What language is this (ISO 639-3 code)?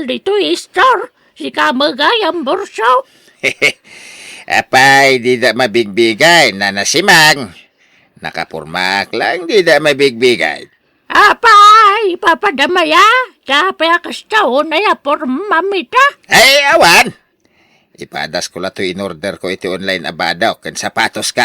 ilo